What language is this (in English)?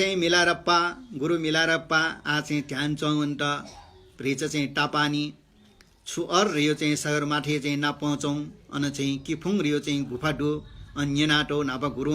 Newari